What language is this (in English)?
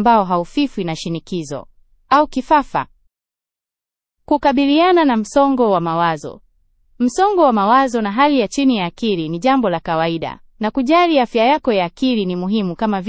Swahili